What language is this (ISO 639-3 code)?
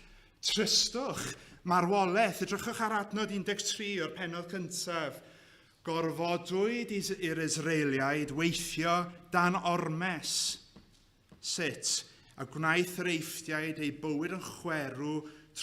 cym